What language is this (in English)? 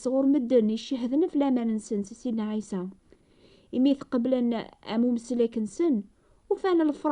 Kabyle